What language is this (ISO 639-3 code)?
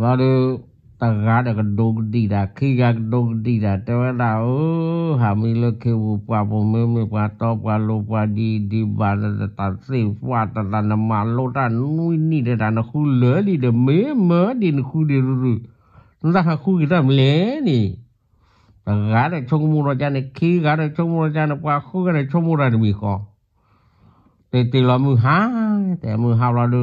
ksw